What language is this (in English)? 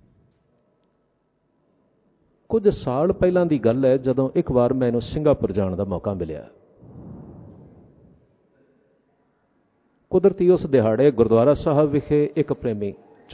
Punjabi